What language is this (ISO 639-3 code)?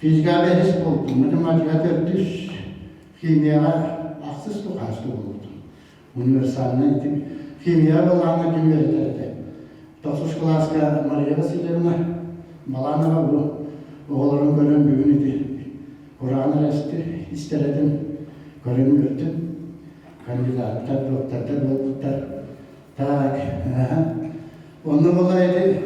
sah